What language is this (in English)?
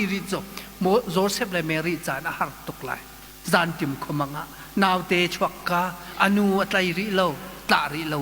Hakha Chin